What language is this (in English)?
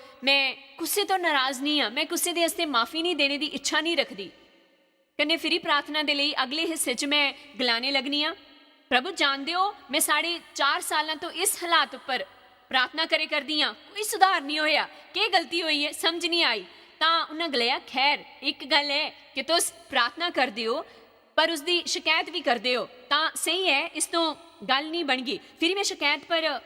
Dogri